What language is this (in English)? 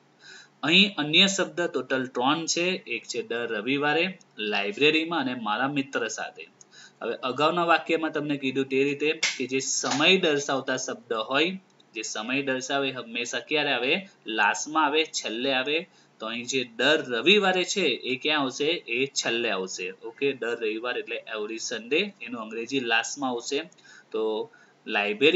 Gujarati